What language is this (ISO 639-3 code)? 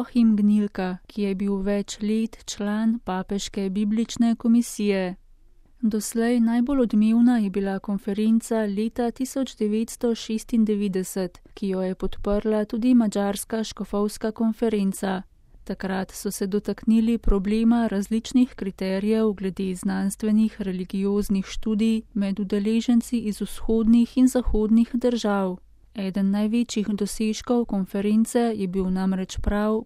slv